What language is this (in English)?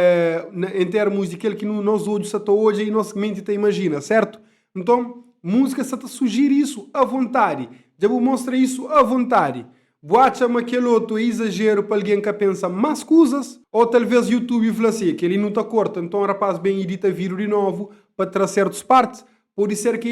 Kabuverdianu